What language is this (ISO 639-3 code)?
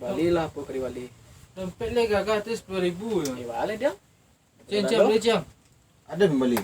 min